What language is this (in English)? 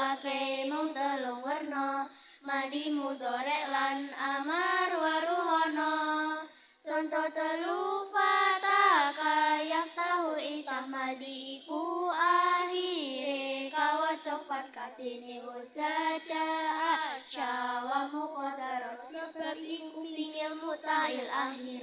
Javanese